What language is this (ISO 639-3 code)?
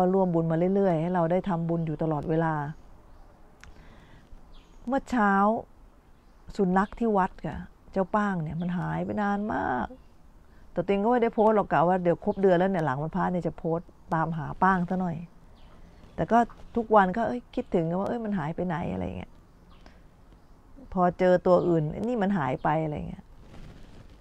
tha